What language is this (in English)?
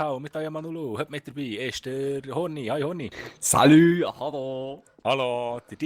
Swiss German